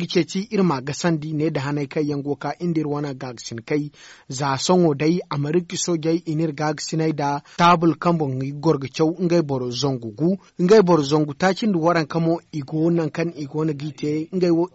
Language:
Zarma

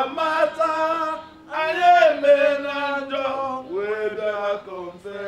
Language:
Nigerian Pidgin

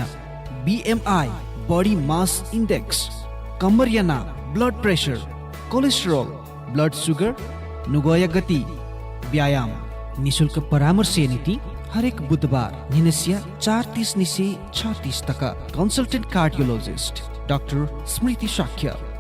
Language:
Newari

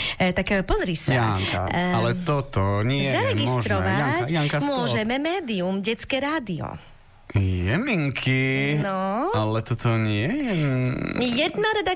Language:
Slovak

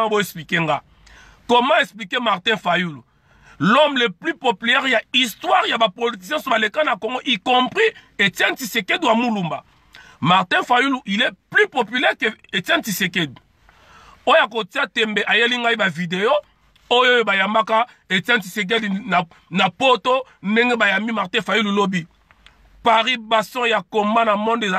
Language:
Lingala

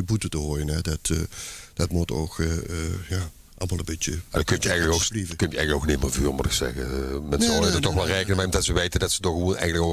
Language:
Limburgish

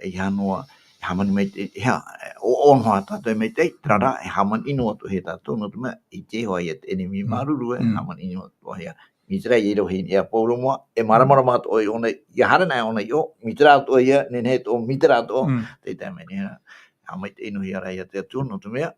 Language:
Tahitian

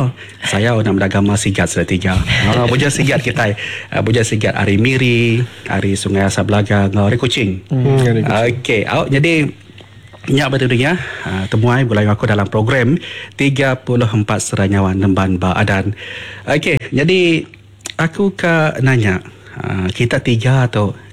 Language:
Iban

